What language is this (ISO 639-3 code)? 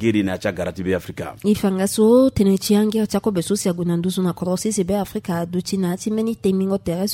sag